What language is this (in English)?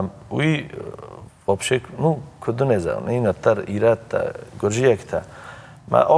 Ossetic